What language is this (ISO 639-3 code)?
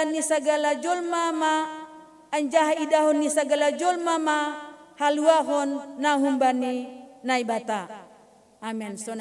bts